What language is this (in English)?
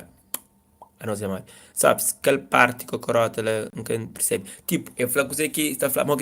Kabuverdianu